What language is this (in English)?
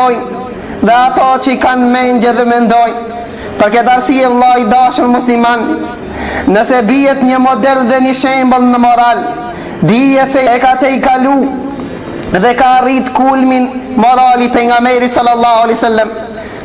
Albanian